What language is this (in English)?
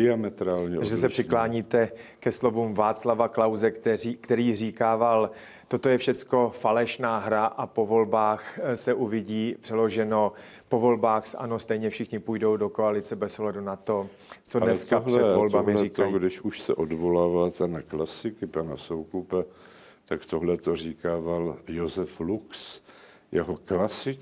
Czech